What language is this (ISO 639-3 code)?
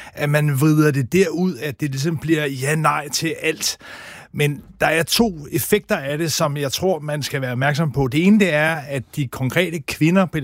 dan